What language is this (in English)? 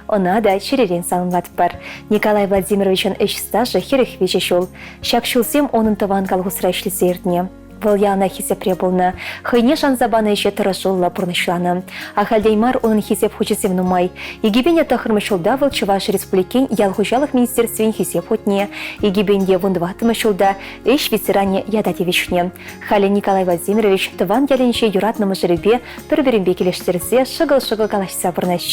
Chuvash